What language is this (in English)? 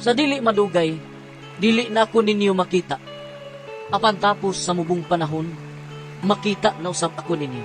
Cebuano